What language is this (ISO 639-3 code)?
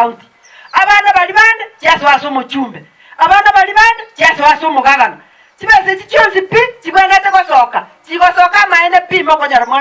guz